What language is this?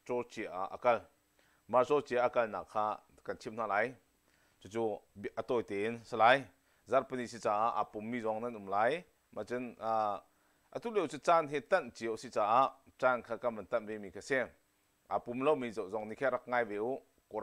Hakha Chin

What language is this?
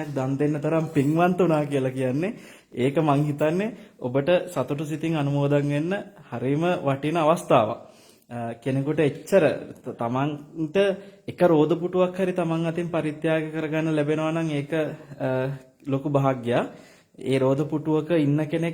Sinhala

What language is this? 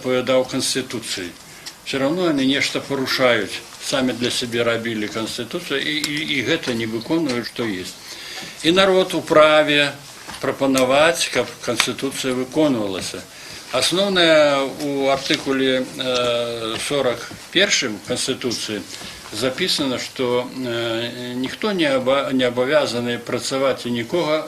Belarusian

